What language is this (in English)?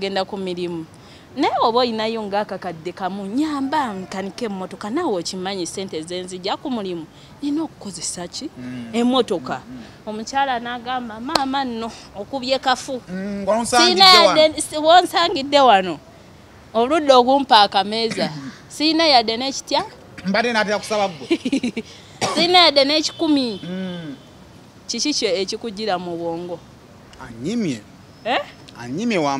Ganda